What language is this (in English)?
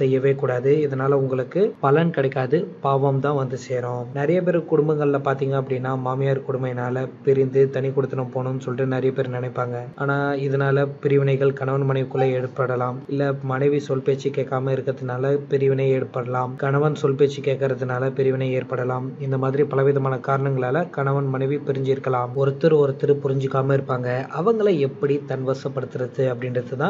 Tamil